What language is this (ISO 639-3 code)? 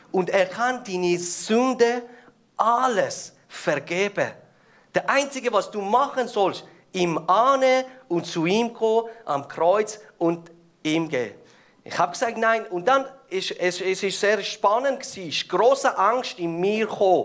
gsw